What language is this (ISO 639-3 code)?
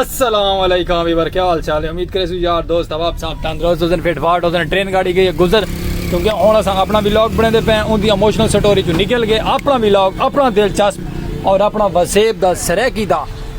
skr